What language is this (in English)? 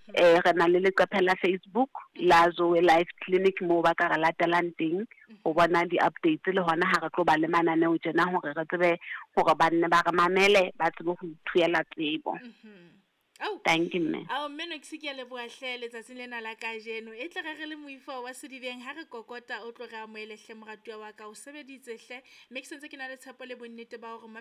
Southern Sotho